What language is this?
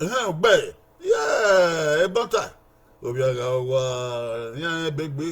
Bini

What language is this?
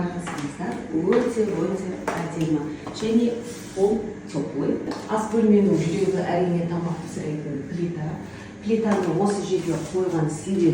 Kazakh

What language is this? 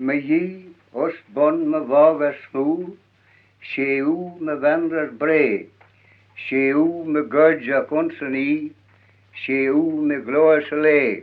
Manx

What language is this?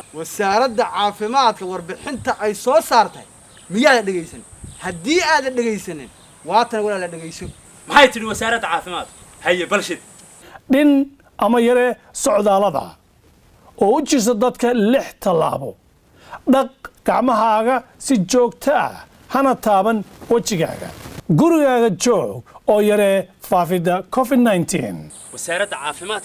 Somali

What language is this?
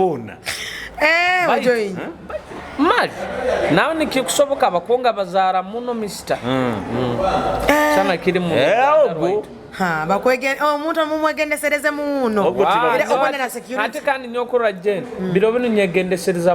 Nyoro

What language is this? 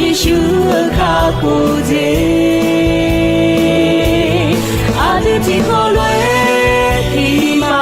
Akha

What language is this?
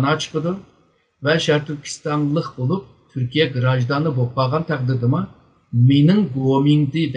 Uyghur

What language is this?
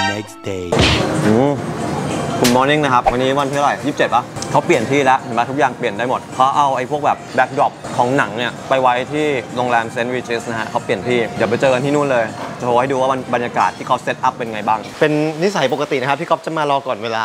Thai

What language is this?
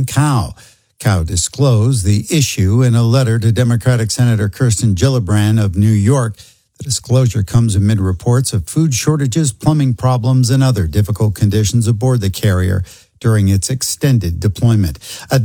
English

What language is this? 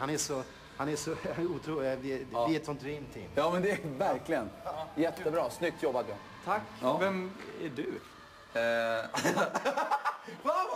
Swedish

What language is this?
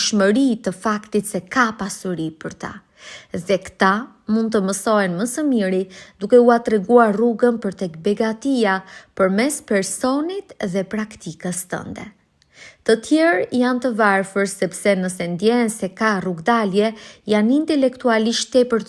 Albanian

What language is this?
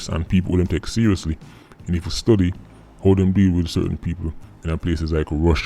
Jamaican Creole English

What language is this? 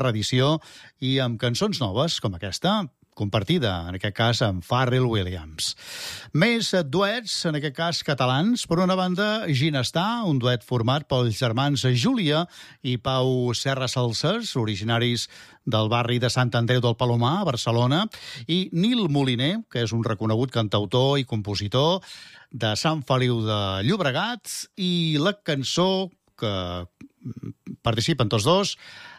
Catalan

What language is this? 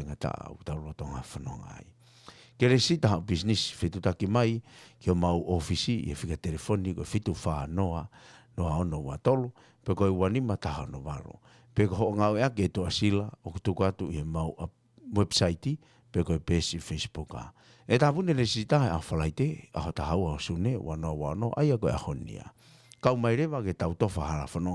Tongan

